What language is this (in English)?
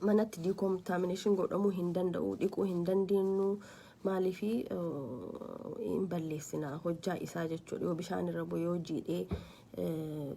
Oromo